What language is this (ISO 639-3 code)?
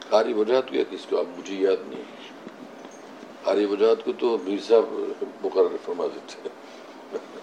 urd